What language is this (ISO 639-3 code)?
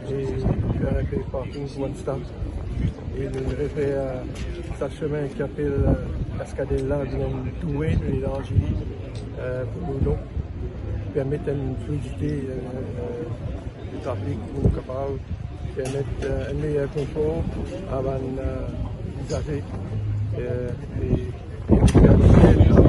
mfe